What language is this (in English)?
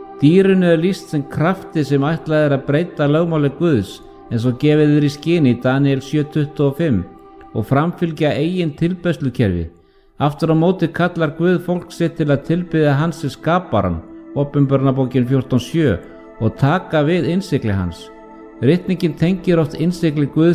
Icelandic